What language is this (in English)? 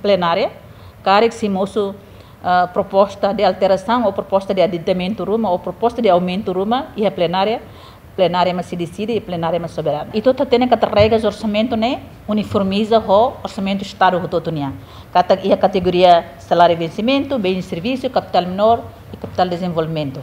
Tetum